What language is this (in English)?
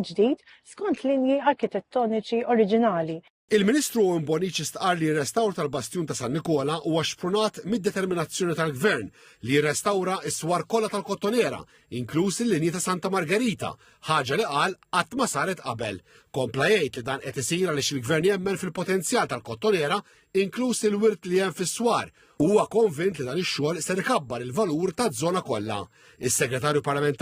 Maltese